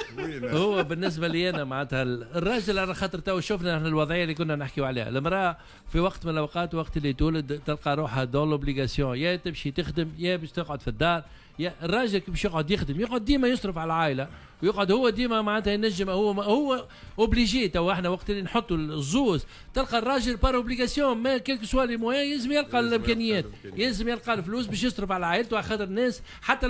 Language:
Tunisian Arabic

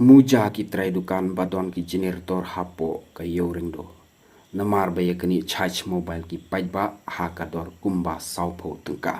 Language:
Khasi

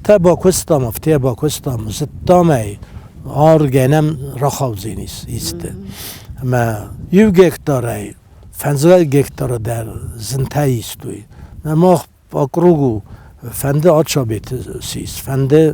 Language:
Ossetic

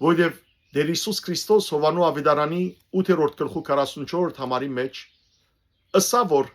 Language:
Western Armenian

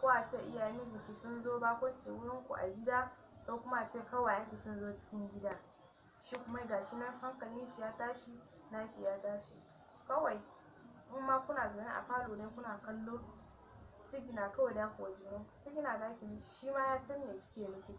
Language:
Hausa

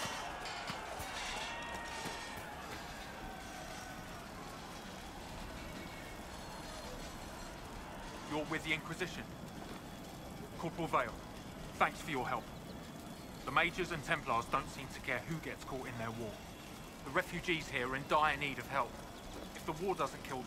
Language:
English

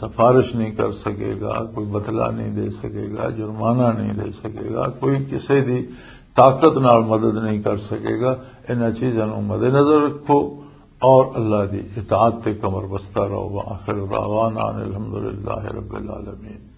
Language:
Western Panjabi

